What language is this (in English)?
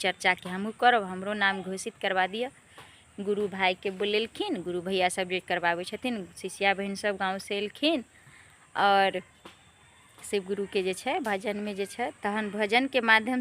Maithili